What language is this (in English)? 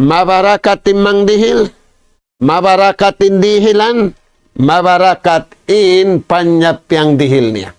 Tausug